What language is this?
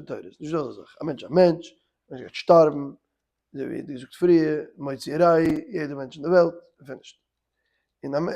Yiddish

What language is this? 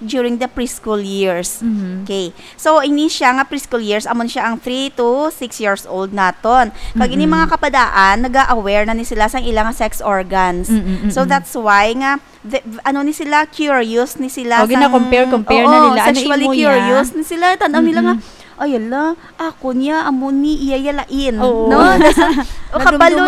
Hiligaynon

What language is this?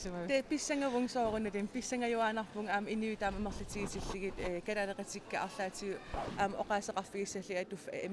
Kalaallisut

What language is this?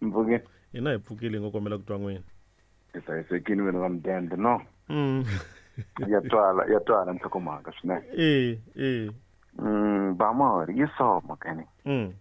Tsonga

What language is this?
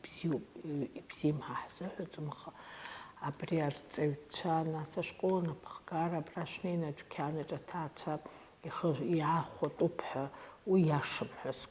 Abkhazian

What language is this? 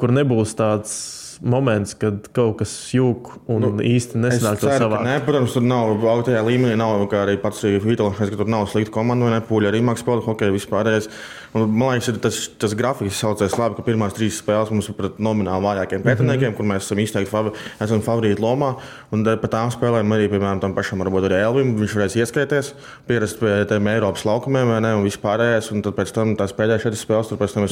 Latvian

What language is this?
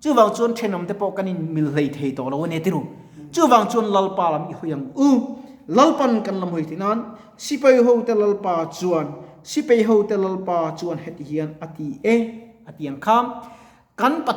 Mizo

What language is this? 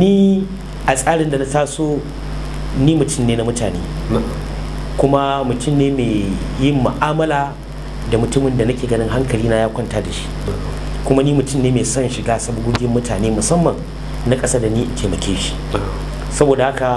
Hausa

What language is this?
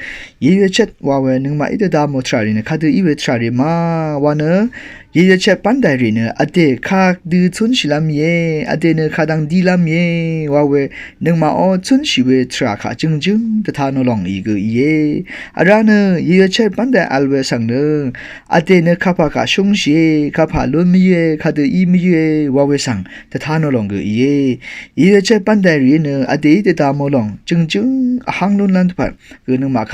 Rawang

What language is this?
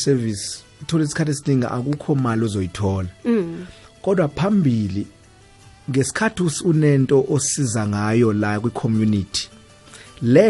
South Ndebele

